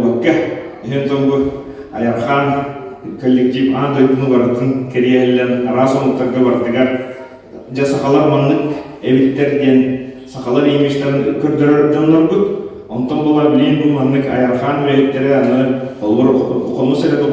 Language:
Yakut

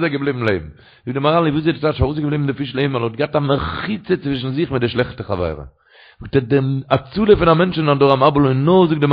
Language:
Yiddish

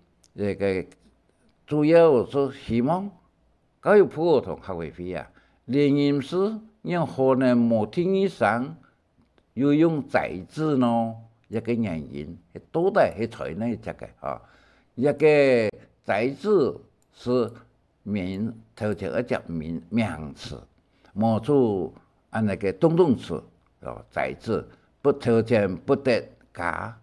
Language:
Hakka Chinese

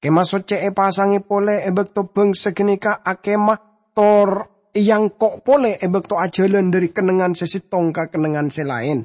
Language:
Madurese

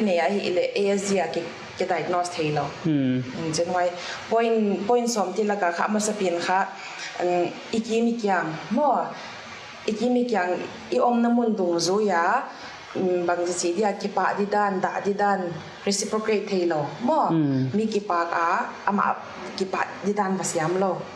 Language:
Paite Chin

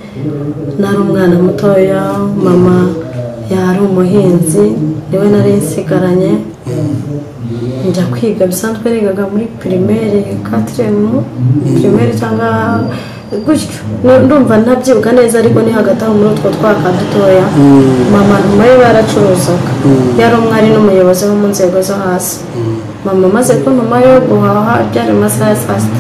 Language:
Kinyarwanda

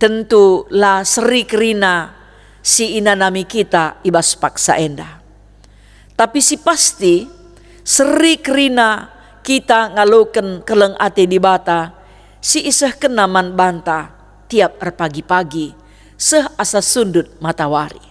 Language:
Batak Karo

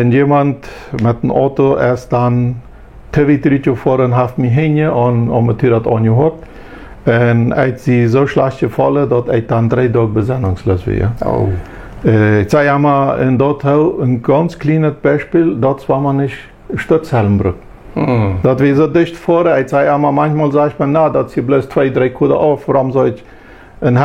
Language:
Plautdietsch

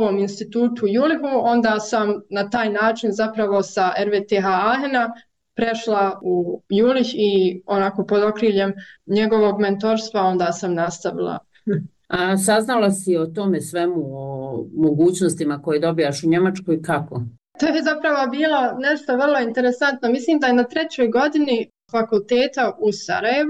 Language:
Bosnian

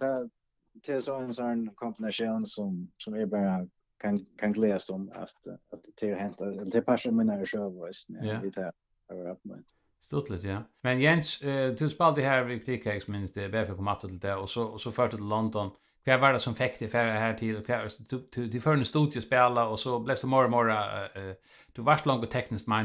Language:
Faroese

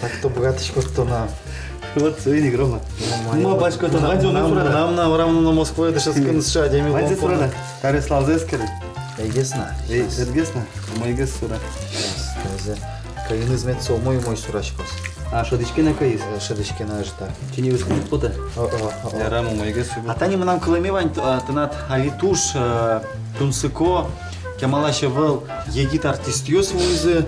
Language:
Udmurt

